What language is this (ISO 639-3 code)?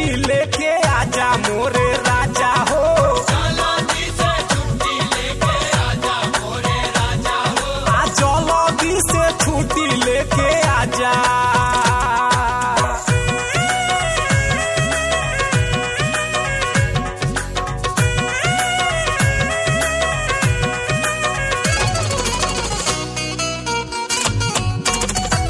bho